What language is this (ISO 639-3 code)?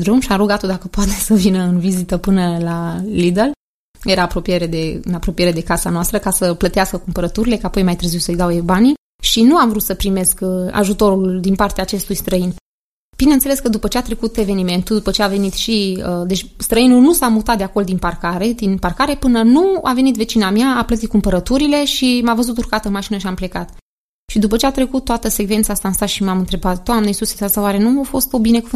ron